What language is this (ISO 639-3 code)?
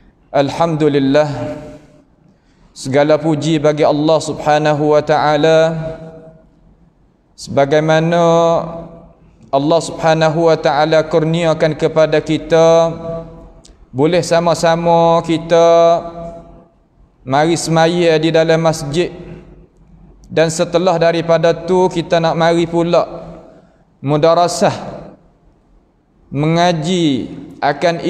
msa